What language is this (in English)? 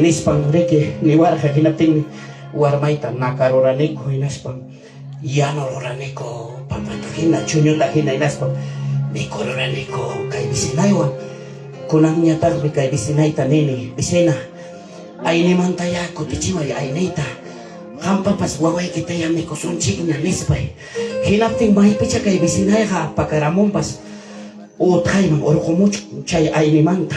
Ayacucho Quechua